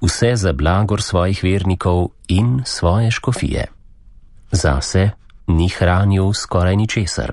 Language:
Slovenian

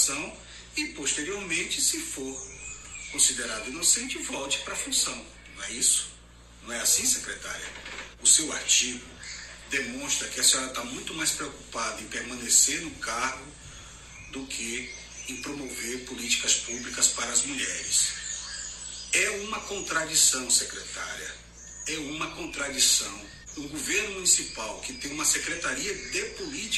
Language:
Portuguese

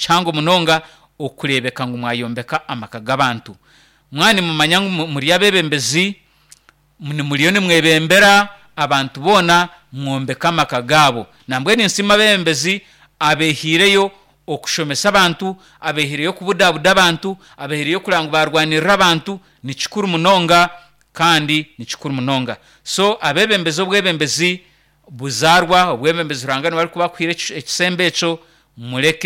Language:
Nyankole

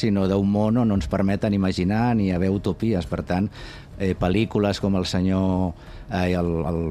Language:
Catalan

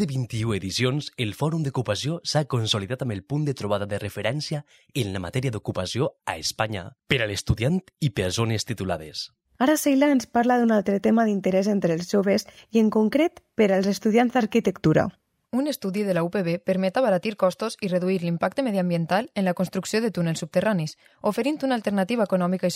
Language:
Catalan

